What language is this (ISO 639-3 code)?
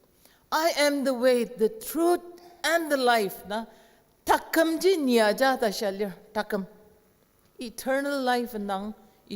njo